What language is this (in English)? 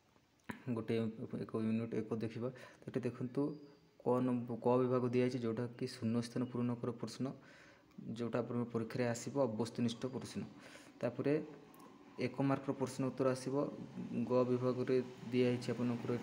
Odia